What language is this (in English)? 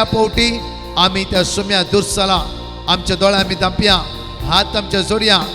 Konkani